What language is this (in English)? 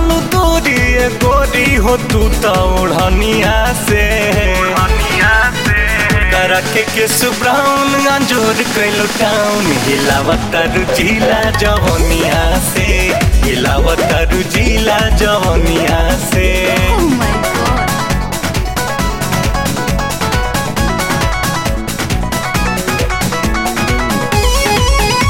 Bhojpuri